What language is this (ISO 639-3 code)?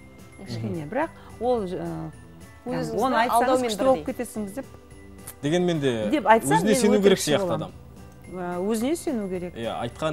kaz